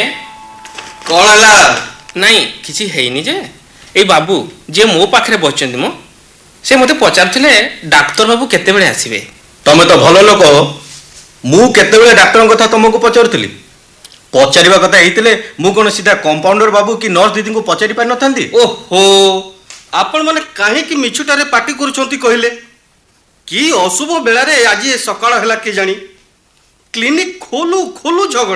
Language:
Odia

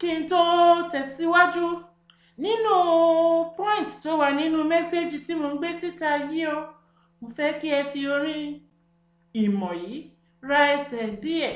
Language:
Yoruba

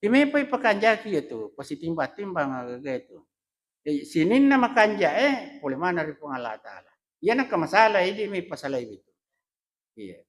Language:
Buginese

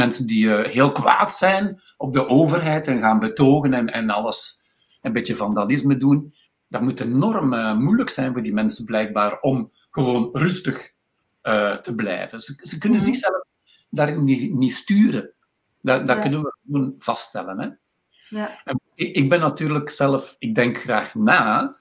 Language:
Dutch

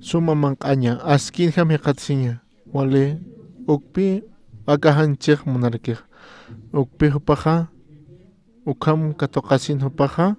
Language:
Aymara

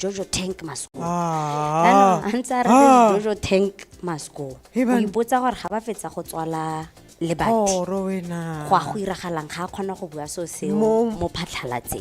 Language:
Tswana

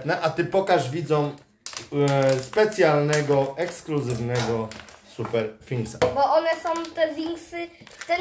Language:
Polish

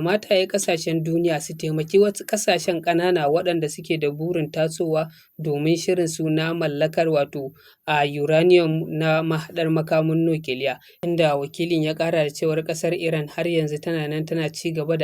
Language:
Hausa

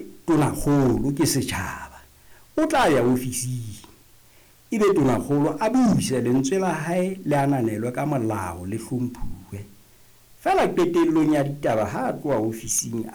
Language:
Southern Sotho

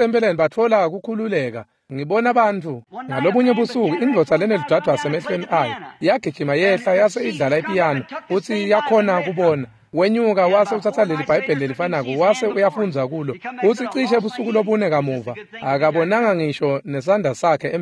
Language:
Swati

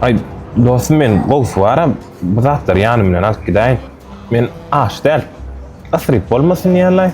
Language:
Turkmen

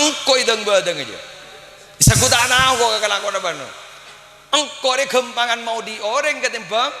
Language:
Madurese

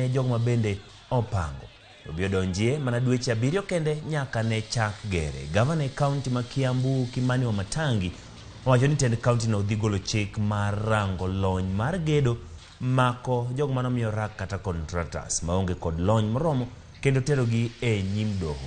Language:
Luo (Kenya and Tanzania)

